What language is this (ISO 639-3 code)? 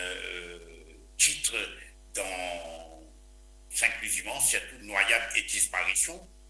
mfe